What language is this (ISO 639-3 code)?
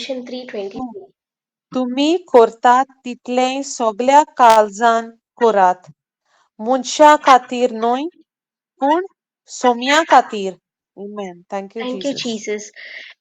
kok